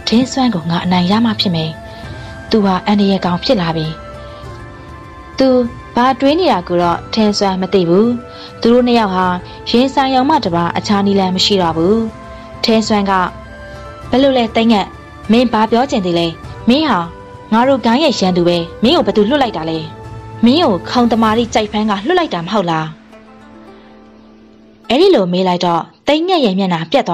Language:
Burmese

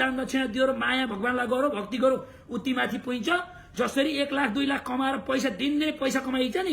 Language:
Nepali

